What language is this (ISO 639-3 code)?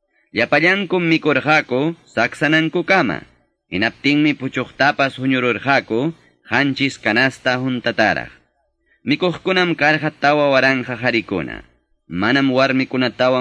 que